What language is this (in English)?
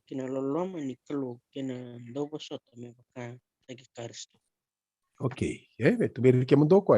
Fijian